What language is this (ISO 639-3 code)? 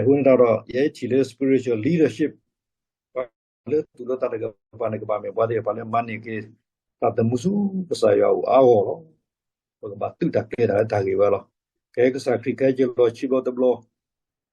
ksw